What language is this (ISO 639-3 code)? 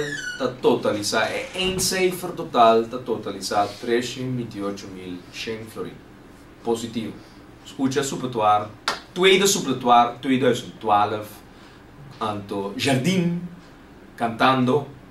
pap